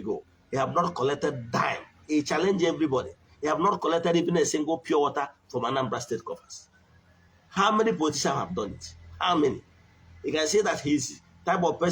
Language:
Igbo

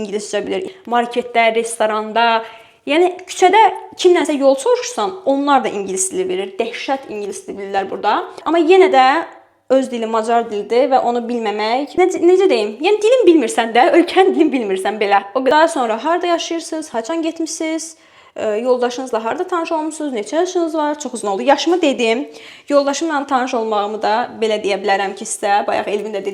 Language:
Azerbaijani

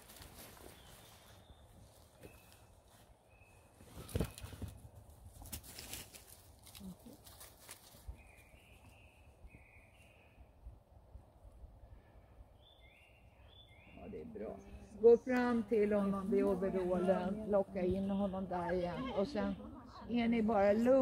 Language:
Swedish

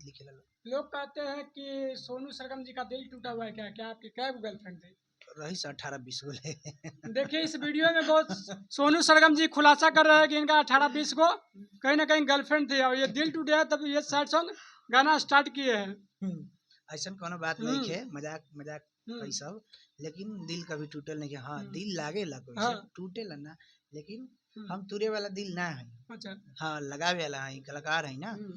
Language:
Bhojpuri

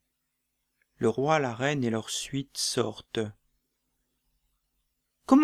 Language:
French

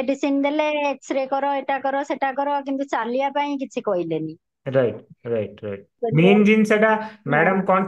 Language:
Odia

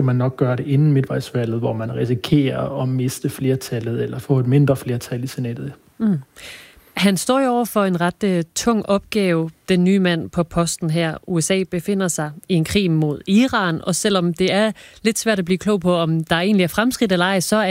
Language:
Danish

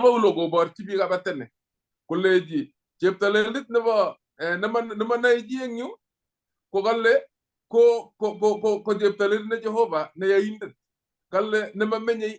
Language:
Kalenjin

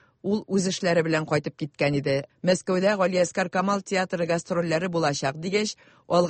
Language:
Tatar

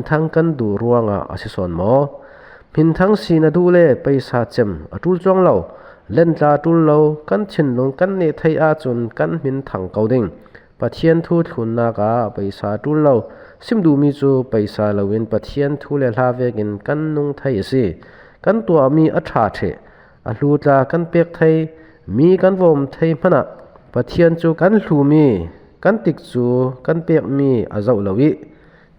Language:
Falam Chin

